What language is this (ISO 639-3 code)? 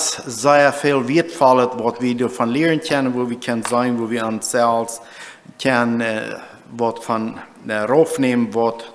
pdt